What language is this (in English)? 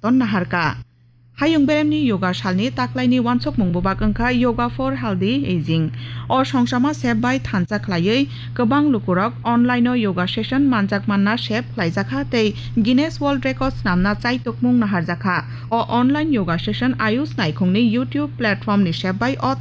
Kok Borok